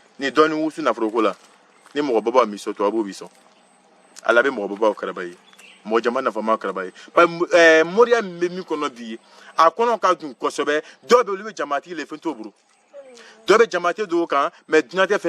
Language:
Bambara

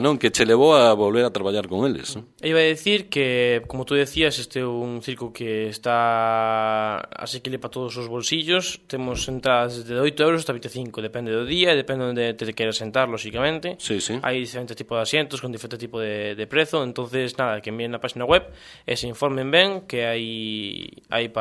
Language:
Galician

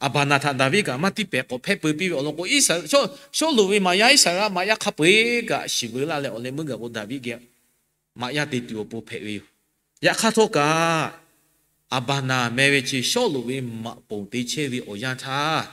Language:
Lahu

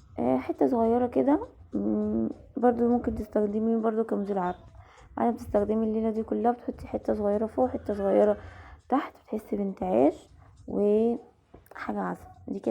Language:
Egyptian Arabic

